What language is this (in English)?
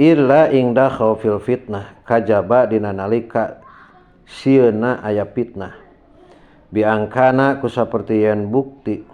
Sundanese